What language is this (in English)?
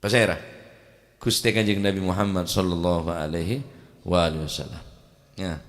Madurese